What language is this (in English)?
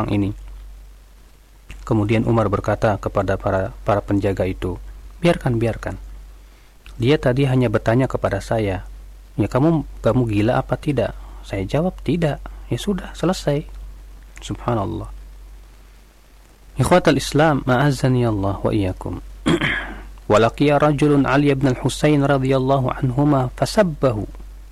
Indonesian